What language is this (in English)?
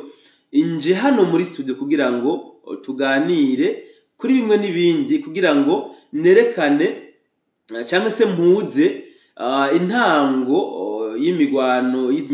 Rundi